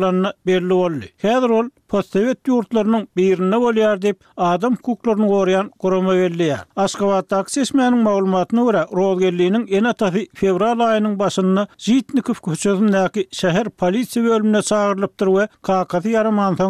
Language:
Turkmen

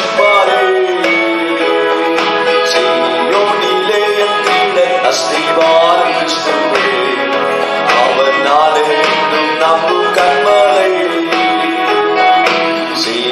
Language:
Tamil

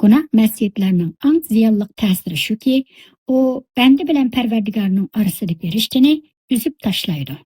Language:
Uyghur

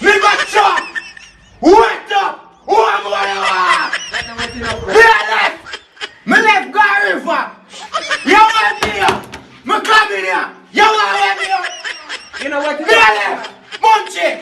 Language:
Jamaican Creole English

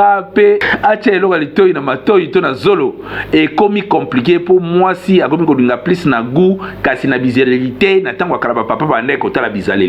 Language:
Lingala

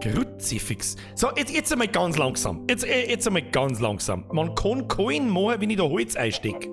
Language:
Bavarian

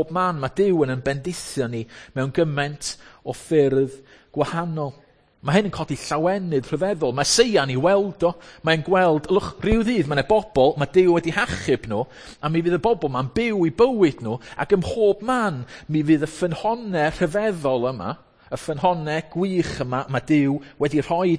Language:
Welsh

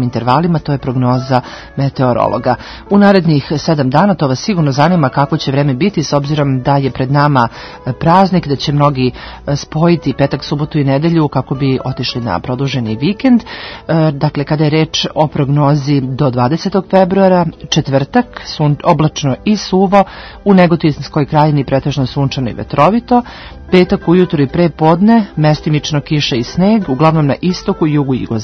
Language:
Serbian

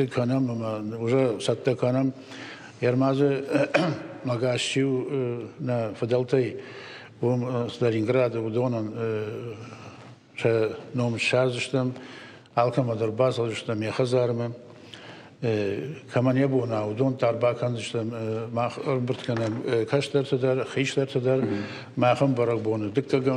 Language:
Ossetic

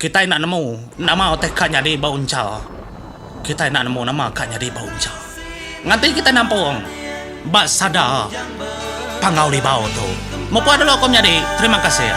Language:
Iban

